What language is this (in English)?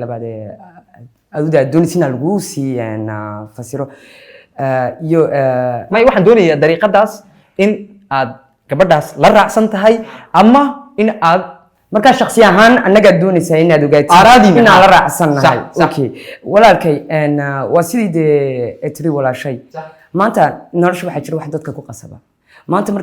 Somali